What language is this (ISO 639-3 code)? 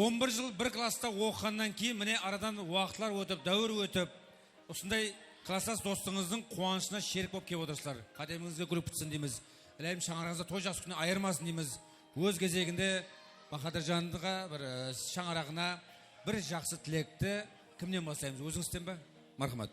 kaa